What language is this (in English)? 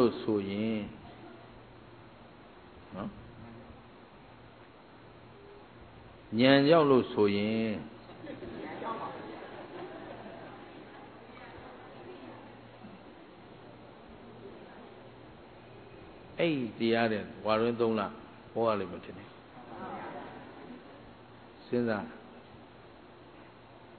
Burmese